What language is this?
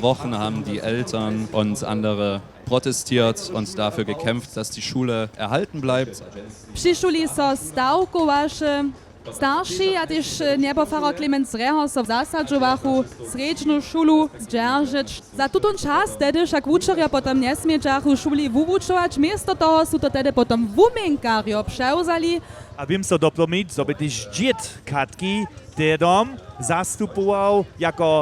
Upper Sorbian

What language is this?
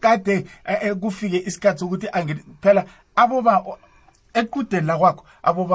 South Ndebele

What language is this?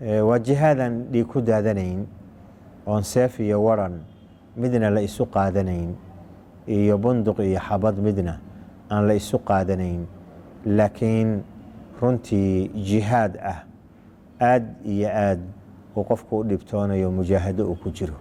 Somali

